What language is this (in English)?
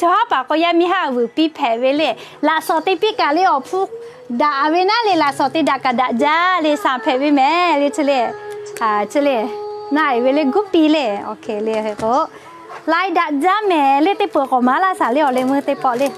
Lahu